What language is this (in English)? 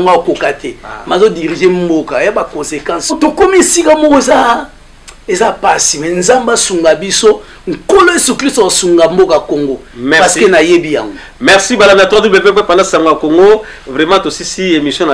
Lingala